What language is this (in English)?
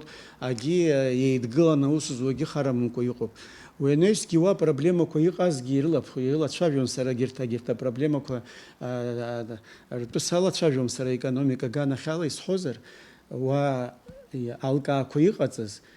Abkhazian